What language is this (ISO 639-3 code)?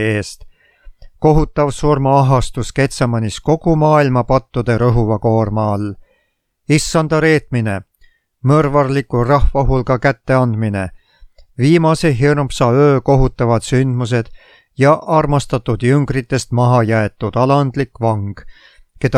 est